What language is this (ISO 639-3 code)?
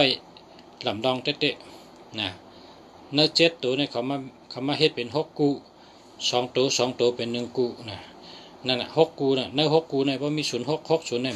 shn